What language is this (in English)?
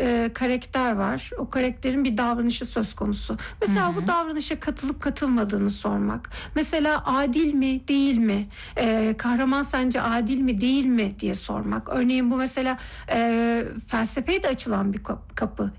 Turkish